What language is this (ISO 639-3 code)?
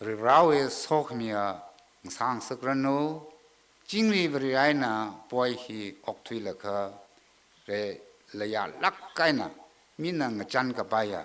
nmf